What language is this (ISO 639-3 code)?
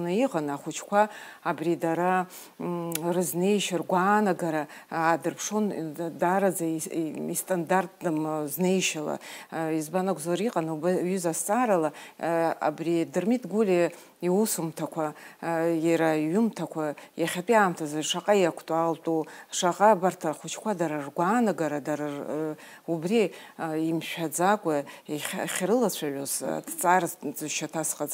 abk